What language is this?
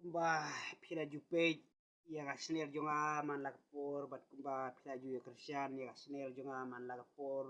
Khasi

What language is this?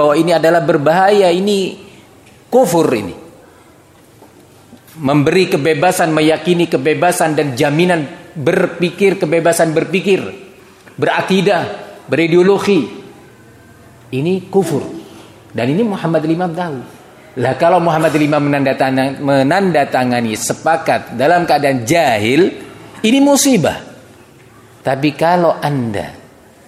Indonesian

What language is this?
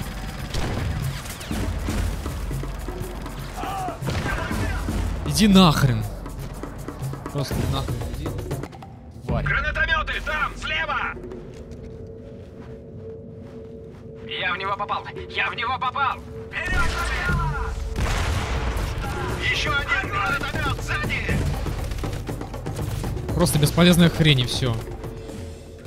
Russian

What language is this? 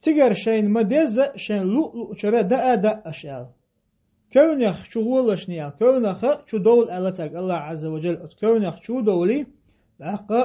Chechen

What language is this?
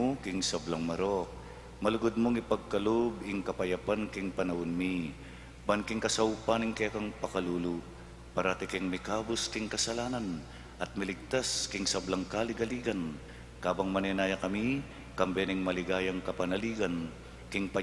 Pampanga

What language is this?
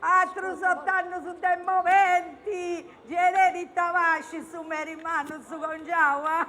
Sardinian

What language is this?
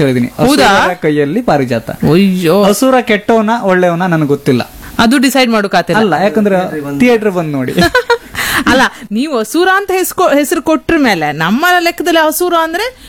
Kannada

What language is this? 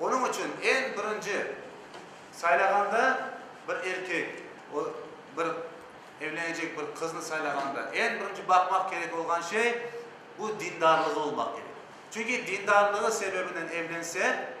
Crimean Tatar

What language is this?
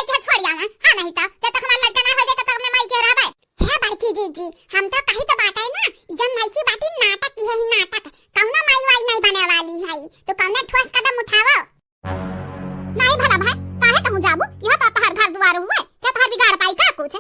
Awadhi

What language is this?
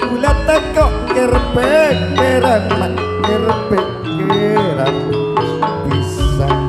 Madurese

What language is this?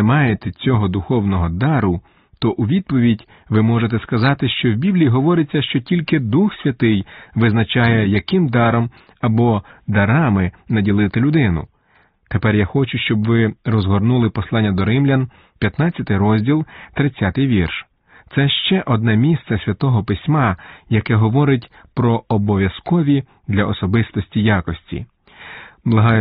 Ukrainian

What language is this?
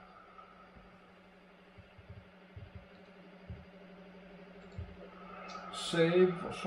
Danish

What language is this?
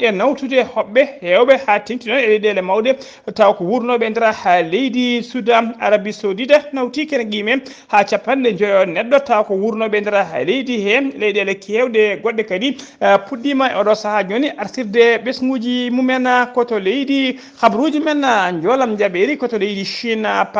Fula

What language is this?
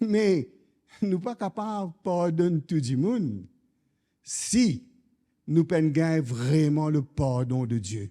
Morisyen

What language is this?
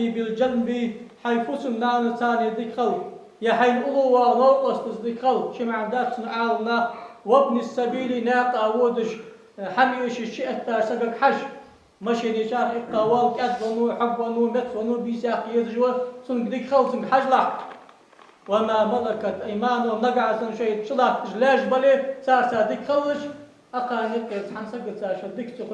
Ingush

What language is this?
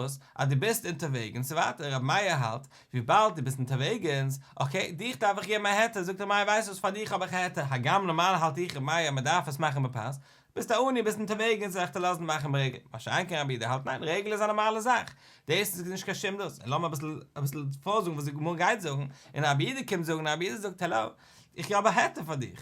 Yiddish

